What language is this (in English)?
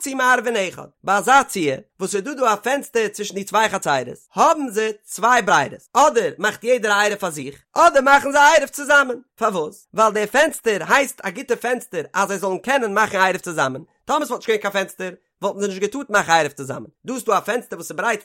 Yiddish